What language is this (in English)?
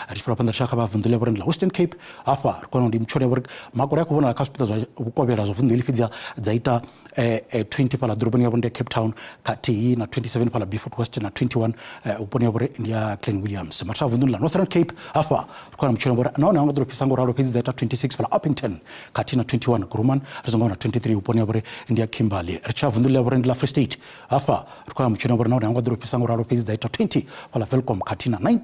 Venda